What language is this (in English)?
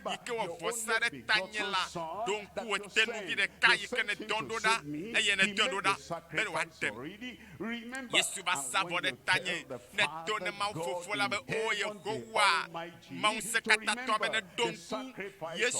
Ewe